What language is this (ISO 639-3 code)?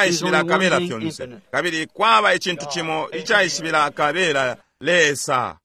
bem